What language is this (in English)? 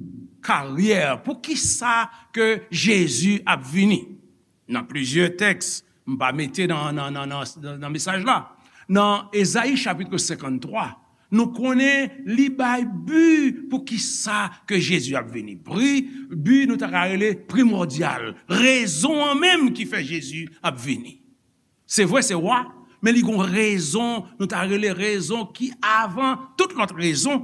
Haitian Creole